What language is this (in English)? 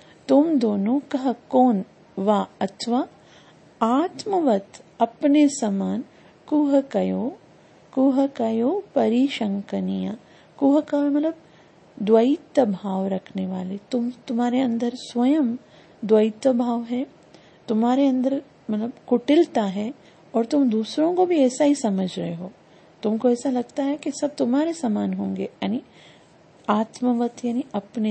Hindi